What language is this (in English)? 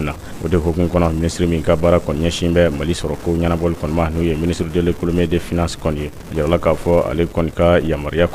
Bambara